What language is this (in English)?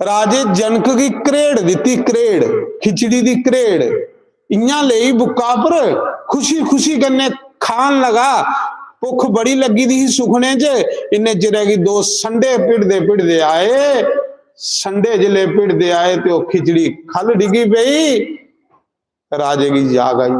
Dogri